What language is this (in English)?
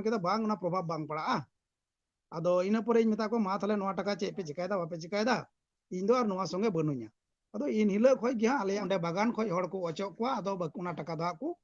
Santali